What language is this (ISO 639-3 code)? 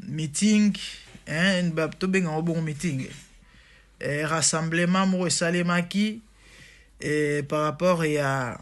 lin